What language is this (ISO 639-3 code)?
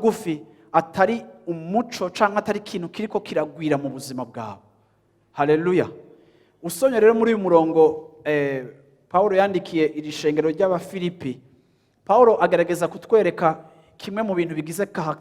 run